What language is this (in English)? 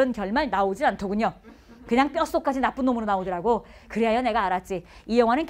Korean